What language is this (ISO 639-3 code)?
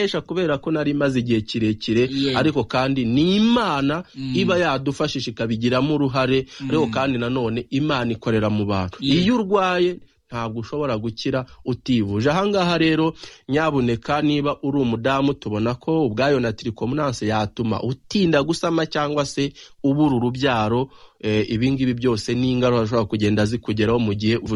kin